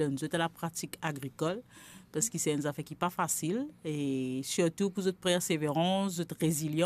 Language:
Morisyen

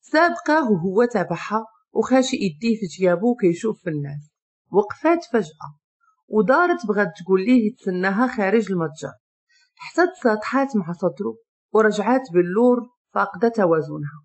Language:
Moroccan Arabic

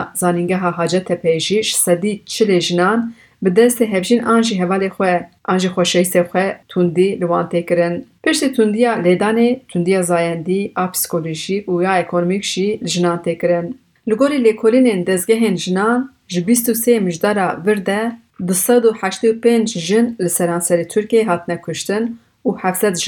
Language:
Kurdish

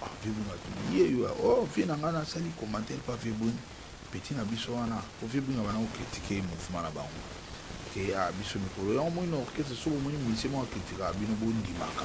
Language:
Lingala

